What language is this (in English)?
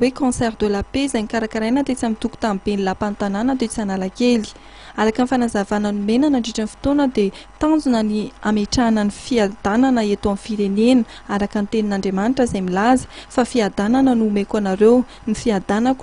Malagasy